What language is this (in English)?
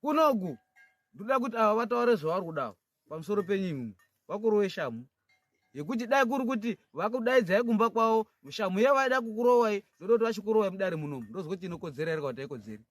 Shona